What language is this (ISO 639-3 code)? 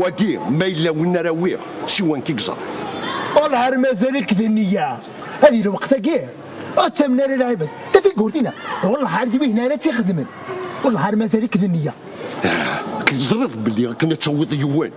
kab